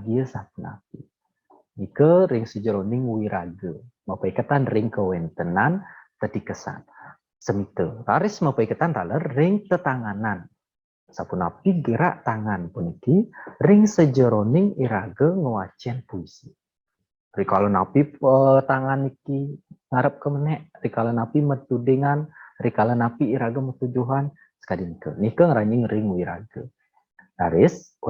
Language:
Balinese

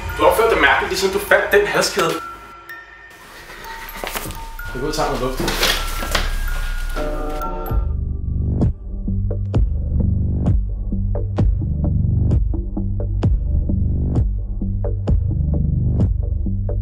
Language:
Danish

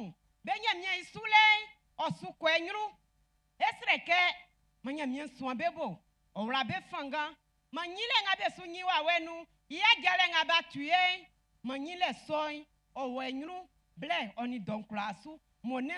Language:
Baoulé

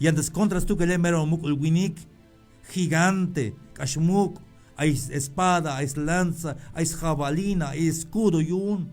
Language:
Tzeltal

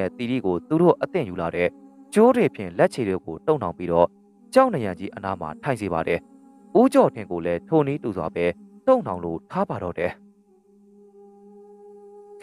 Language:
Burmese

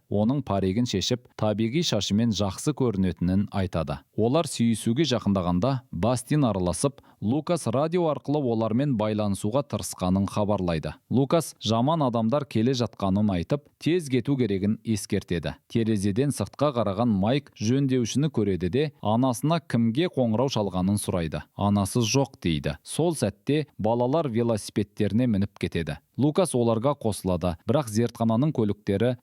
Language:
Kazakh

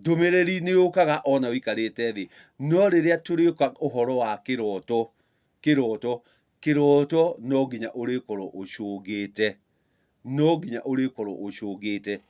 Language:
Kikuyu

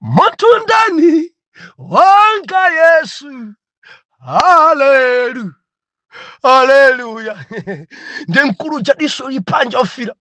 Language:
Nyanja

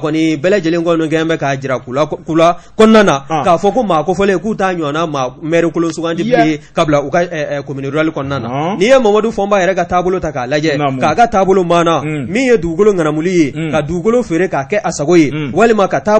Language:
Bambara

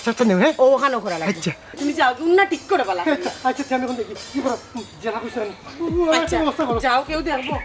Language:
Sylheti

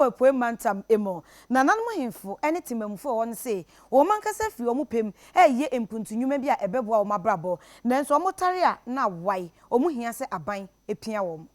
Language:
Akan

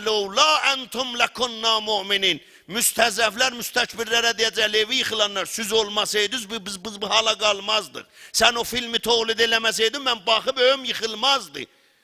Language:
South Azerbaijani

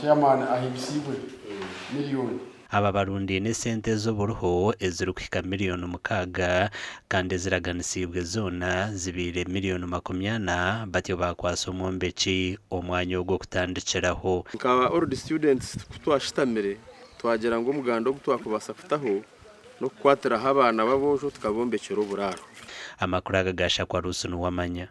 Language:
Nyankole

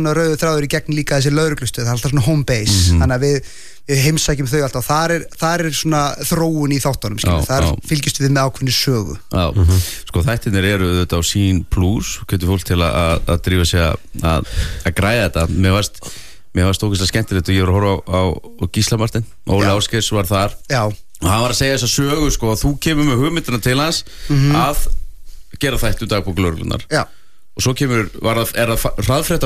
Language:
Icelandic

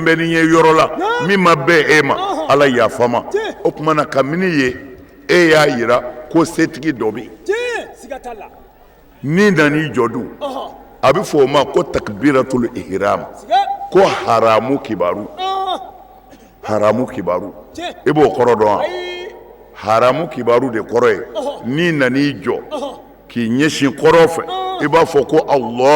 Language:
Bambara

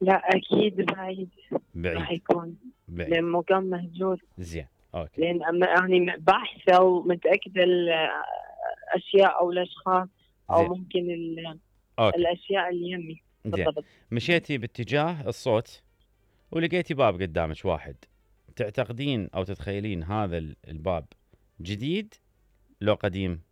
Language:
Mesopotamian Arabic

